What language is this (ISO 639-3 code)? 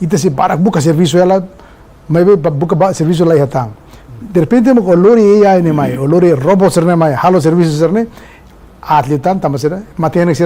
tet